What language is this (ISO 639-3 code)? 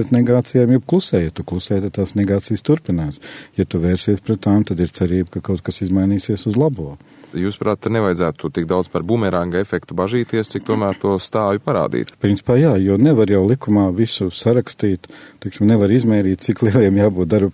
lav